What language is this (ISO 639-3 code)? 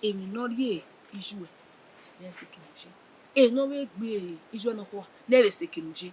bin